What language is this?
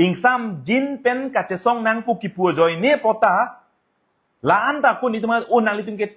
Karbi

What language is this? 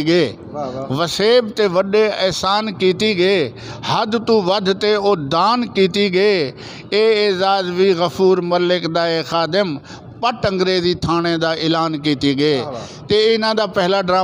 Saraiki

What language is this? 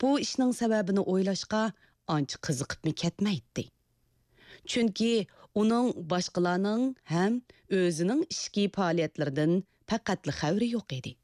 Uyghur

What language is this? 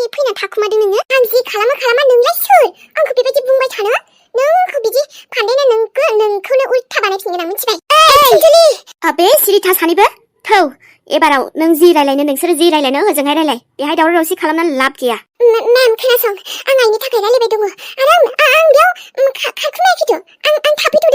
Bodo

